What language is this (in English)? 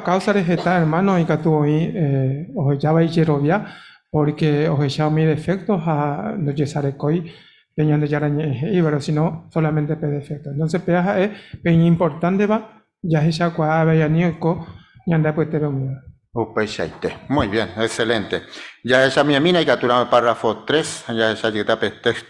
Guarani